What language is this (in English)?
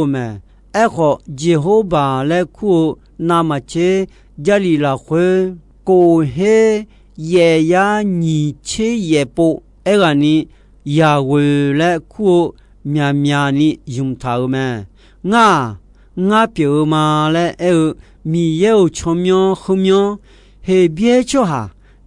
Akha